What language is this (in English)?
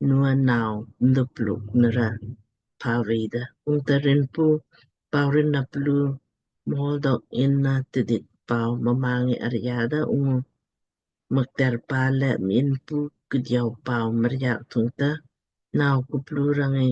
Lamkang